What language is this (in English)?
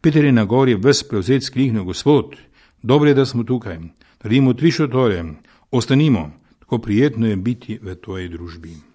Slovenian